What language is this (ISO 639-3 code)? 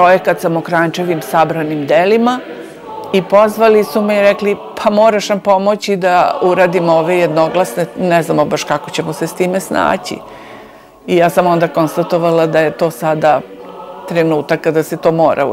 srp